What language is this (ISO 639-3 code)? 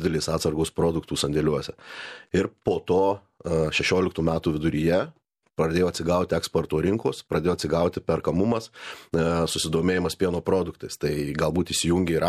lit